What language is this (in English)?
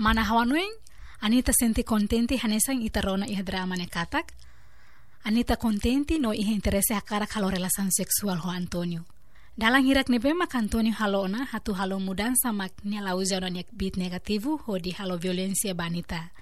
Tetum